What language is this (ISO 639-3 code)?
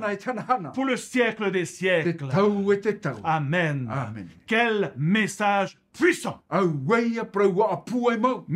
tah